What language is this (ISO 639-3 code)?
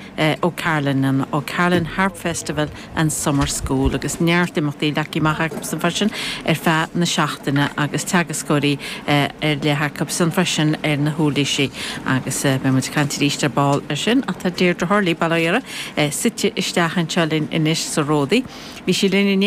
gle